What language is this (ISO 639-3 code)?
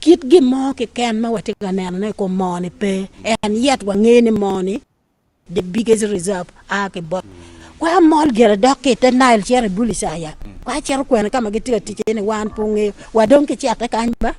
ach